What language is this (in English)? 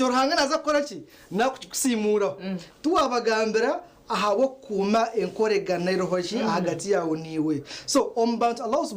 Nyankole